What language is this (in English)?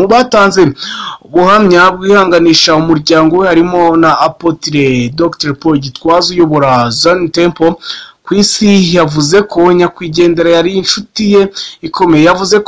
Kinyarwanda